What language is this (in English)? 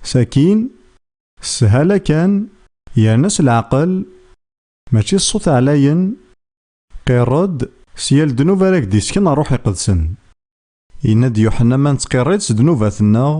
Kabyle